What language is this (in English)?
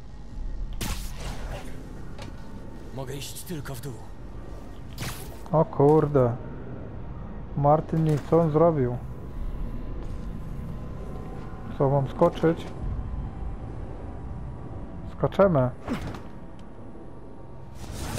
Polish